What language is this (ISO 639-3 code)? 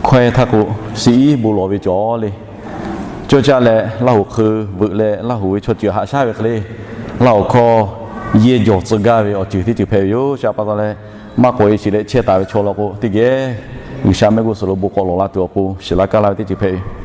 lhu